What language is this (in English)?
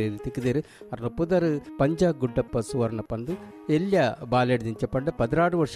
Tulu